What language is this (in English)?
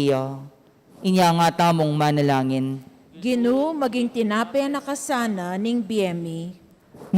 Pampanga